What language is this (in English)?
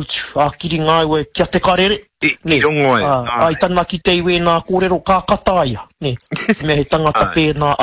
Māori